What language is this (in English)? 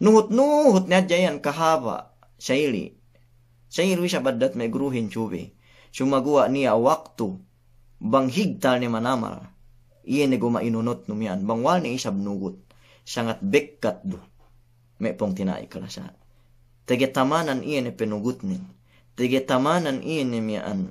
Yakan